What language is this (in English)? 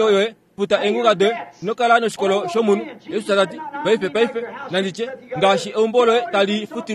Kuanyama